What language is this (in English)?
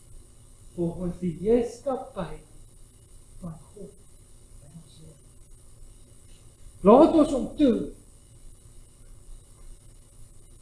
Afrikaans